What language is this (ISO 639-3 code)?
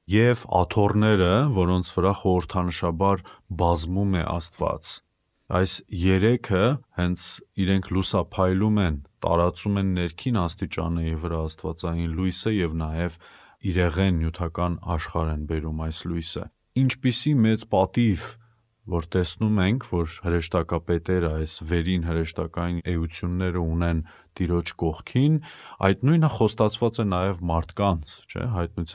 hye